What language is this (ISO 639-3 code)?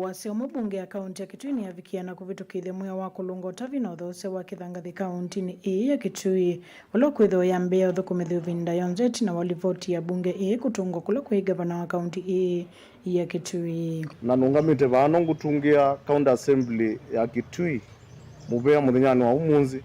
kam